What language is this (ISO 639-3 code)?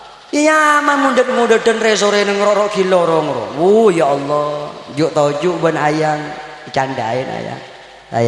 mad